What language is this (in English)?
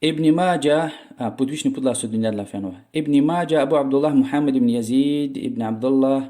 Lezghian